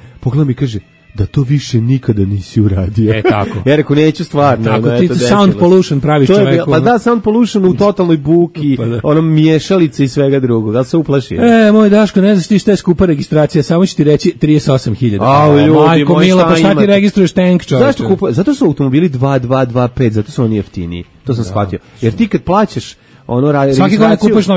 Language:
Serbian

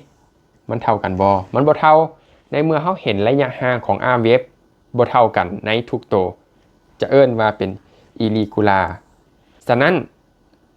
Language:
Lao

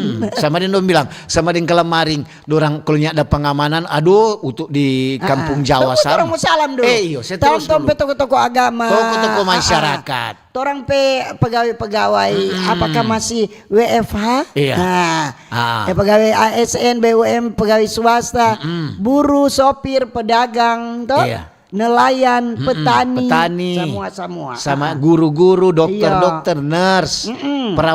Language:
Manado Malay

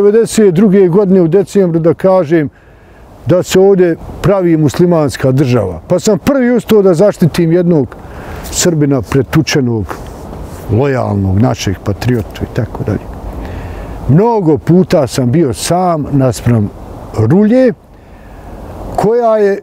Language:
Bosnian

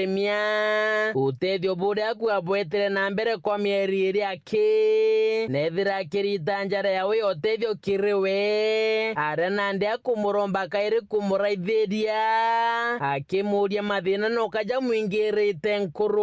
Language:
Meru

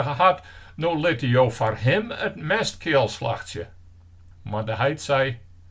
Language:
Western Frisian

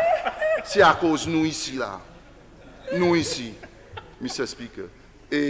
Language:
Seselwa Creole French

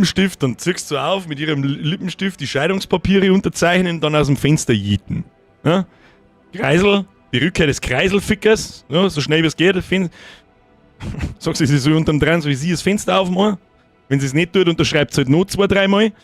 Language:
Bavarian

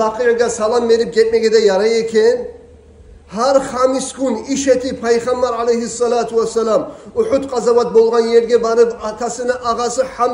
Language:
Kumyk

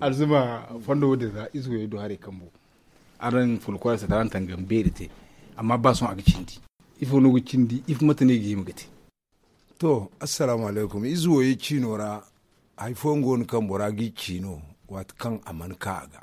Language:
Zarma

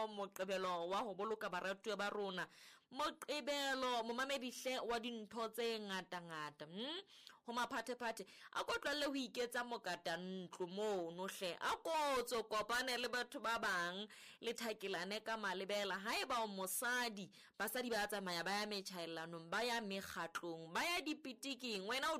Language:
Southern Sotho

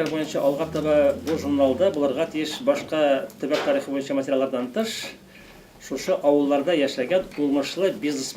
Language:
Tatar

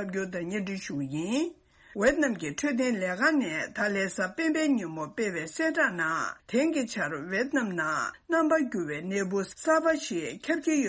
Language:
Tibetan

